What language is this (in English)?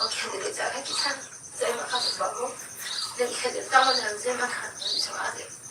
Kok Borok